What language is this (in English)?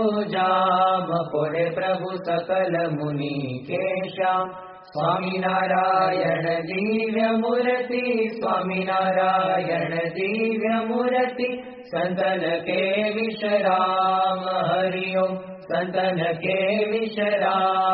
Gujarati